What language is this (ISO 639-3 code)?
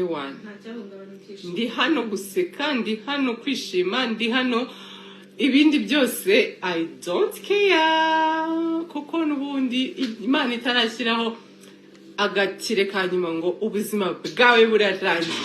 kin